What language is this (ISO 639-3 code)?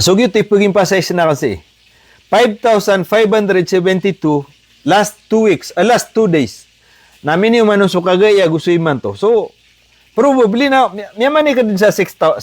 mrw